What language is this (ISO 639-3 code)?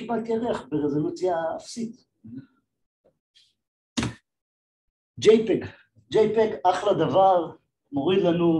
heb